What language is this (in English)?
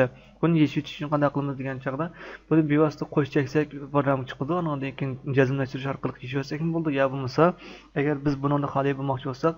Uyghur